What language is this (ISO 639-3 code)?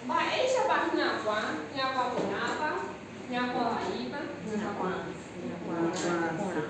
grn